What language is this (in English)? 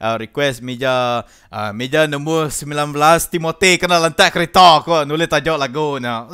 Iban